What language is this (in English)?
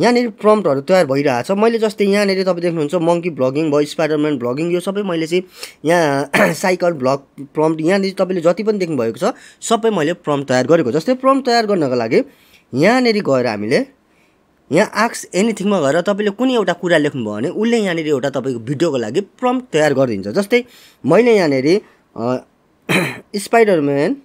Nepali